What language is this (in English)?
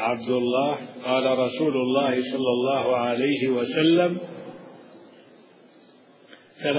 Arabic